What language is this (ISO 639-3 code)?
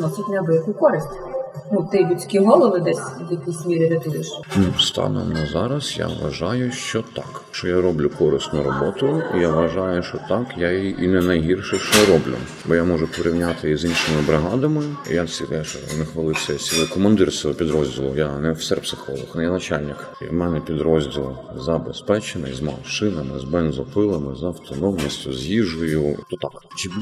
ukr